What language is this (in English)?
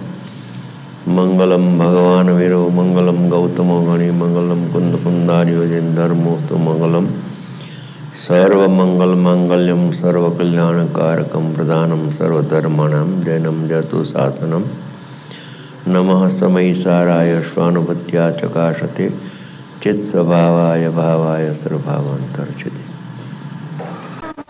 Gujarati